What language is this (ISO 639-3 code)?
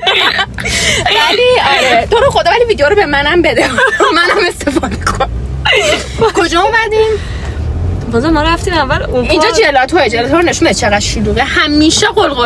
fas